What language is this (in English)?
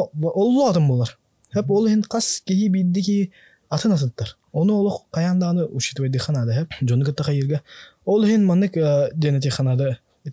Yakut